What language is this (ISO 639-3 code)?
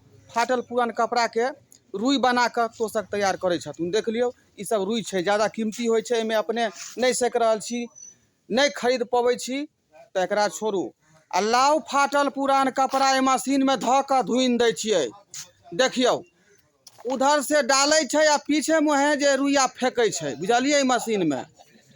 mai